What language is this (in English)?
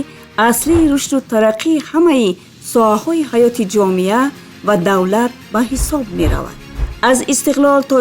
Tajik